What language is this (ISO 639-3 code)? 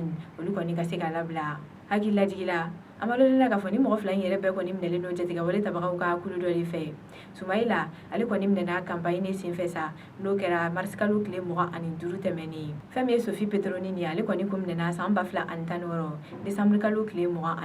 bam